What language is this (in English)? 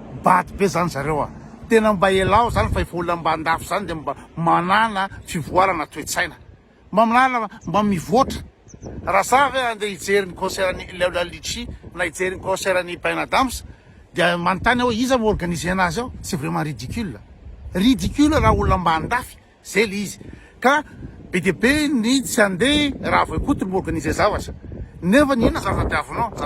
Malagasy